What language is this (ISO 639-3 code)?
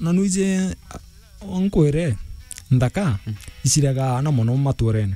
mer